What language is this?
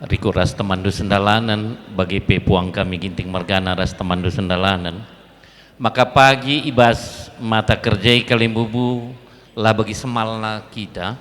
Batak Karo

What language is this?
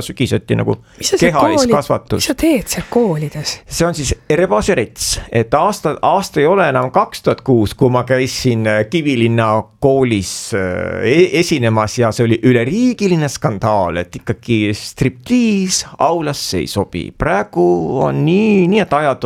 Estonian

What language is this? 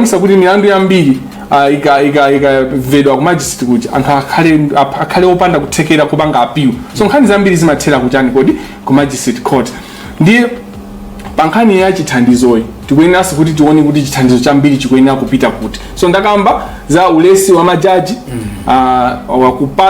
Nyanja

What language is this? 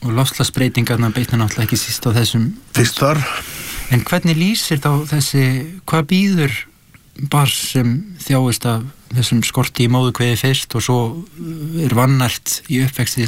Icelandic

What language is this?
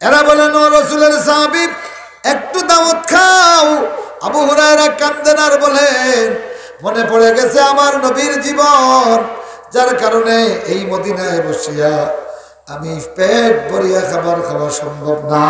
Sylheti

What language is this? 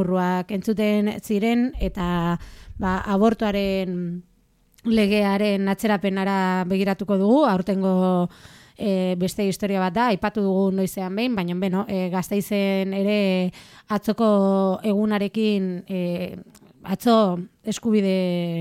Basque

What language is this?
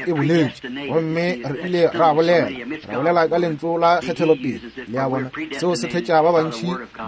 Northern Sotho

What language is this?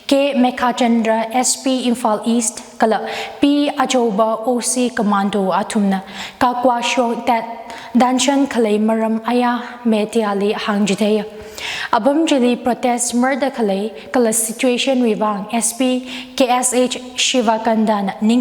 Tangkhul Naga (India)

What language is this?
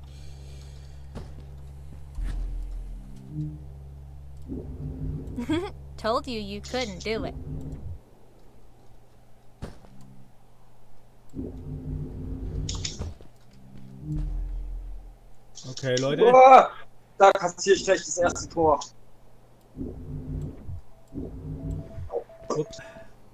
German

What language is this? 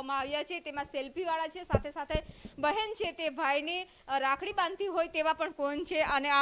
Gujarati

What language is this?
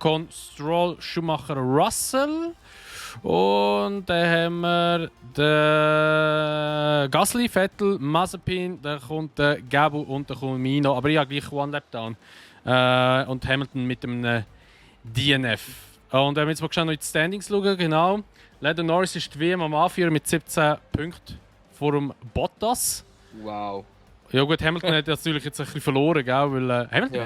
Swiss German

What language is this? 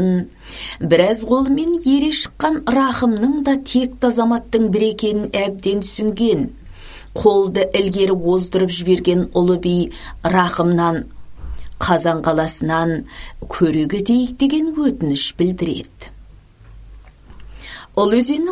Kazakh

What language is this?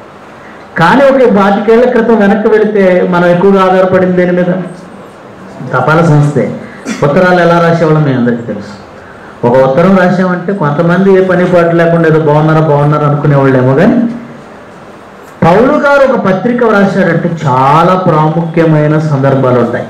Telugu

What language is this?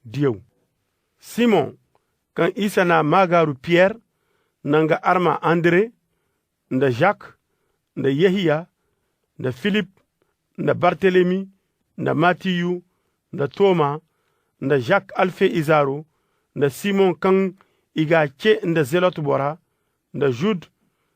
Koyraboro Senni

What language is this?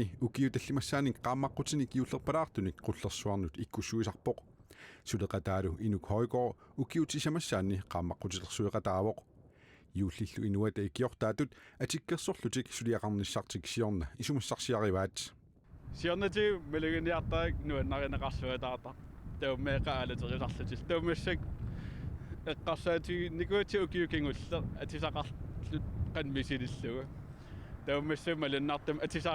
Kalaallisut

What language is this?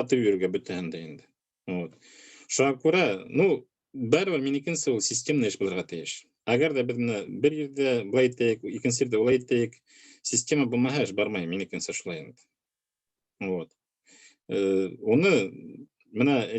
Bashkir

